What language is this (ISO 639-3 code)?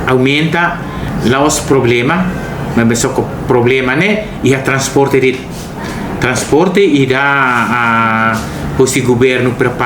tet